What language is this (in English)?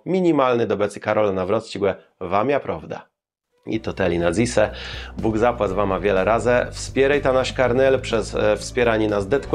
Kashubian